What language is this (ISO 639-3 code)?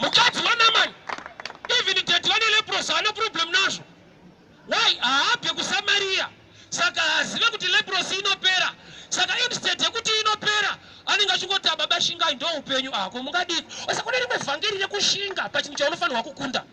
sna